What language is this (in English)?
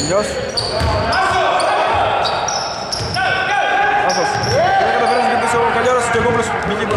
Greek